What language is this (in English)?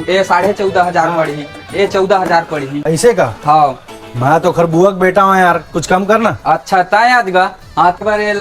Chhattisgarhi